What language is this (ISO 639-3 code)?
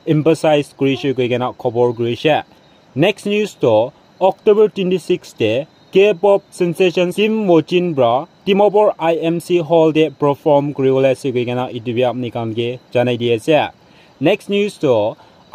nag